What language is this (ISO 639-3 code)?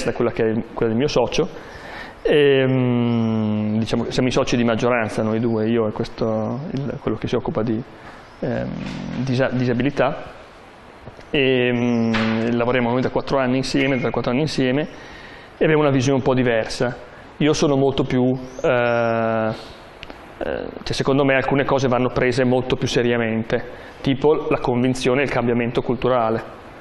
ita